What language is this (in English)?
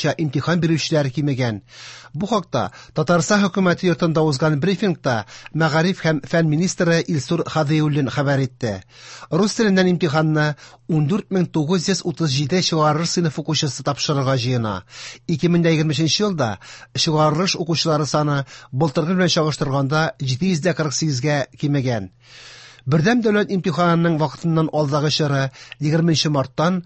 Tatar